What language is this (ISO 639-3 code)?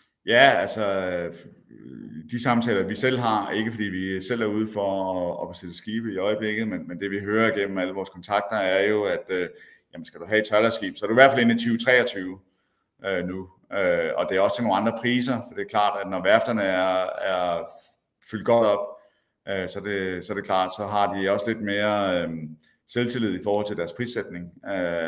dan